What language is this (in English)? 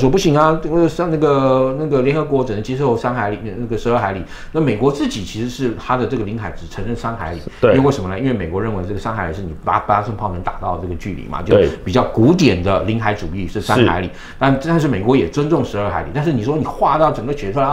Chinese